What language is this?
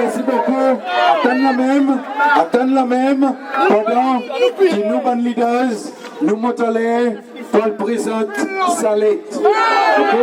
Seselwa Creole French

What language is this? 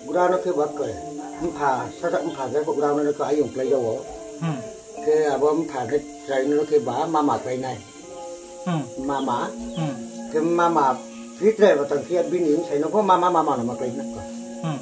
Riang (India)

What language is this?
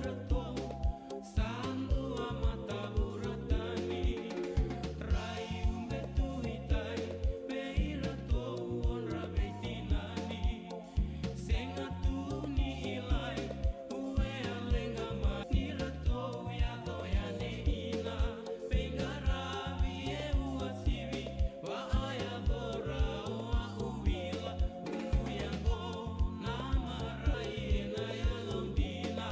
Fijian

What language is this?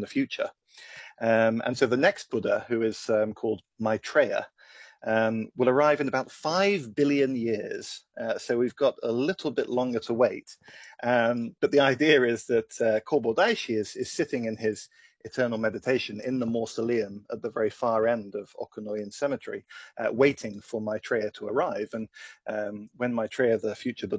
English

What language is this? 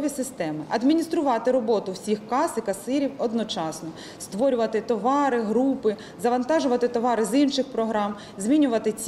Ukrainian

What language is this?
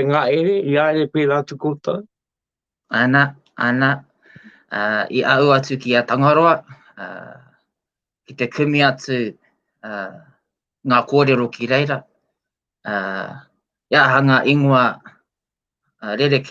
Māori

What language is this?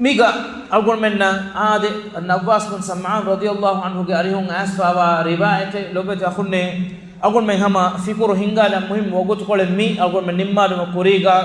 Divehi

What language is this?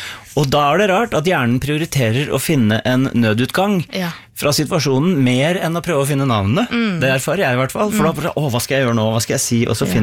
Norwegian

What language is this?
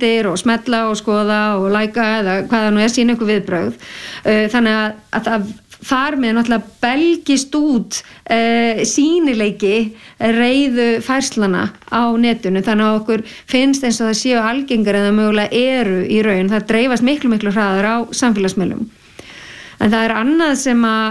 Icelandic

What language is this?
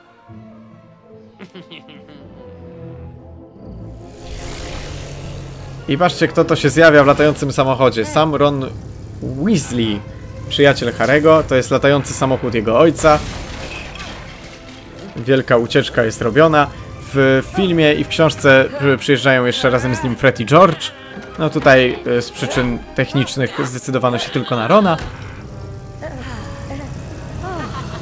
Polish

